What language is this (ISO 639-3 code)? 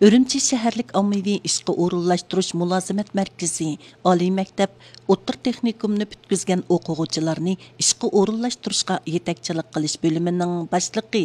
uig